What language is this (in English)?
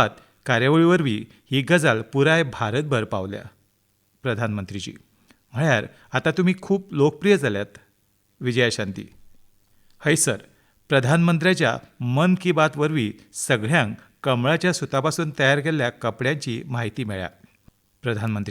Konkani